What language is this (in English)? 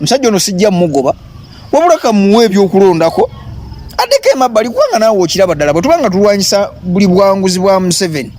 Ganda